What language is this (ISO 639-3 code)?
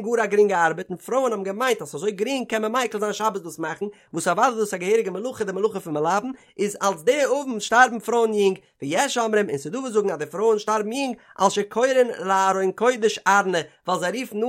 yid